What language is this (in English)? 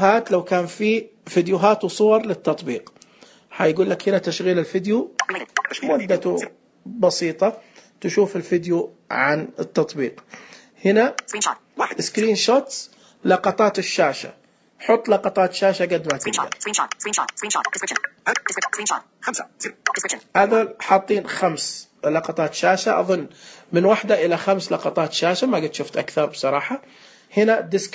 Najdi Arabic